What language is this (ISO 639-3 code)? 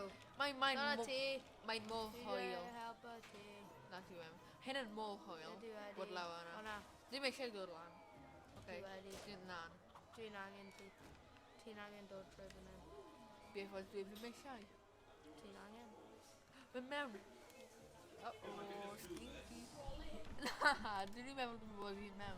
cym